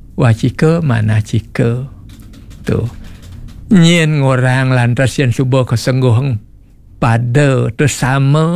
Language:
Balinese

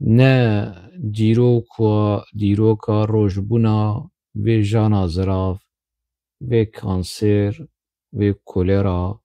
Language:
Kurdish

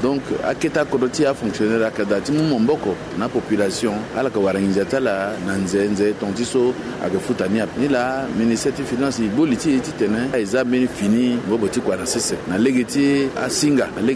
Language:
Sango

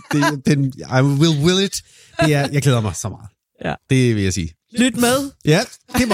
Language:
Danish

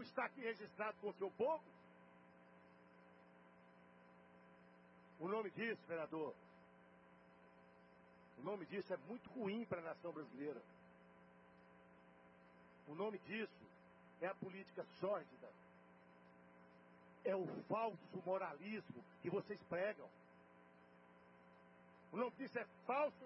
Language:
Portuguese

